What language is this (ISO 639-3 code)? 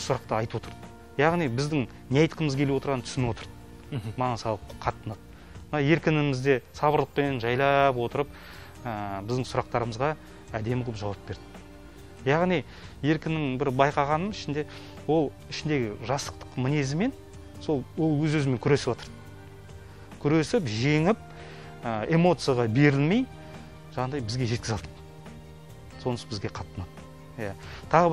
kaz